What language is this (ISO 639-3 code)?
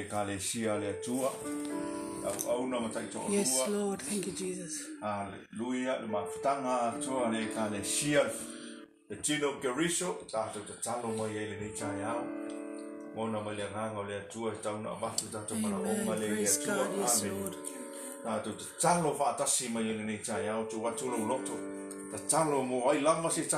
smo